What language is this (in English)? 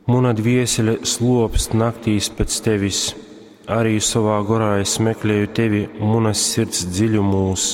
Latgalian